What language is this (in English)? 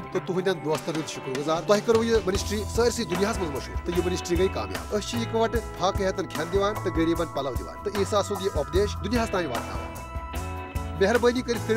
Kashmiri